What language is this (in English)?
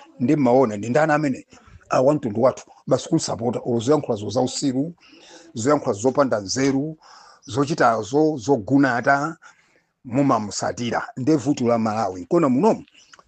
Nyanja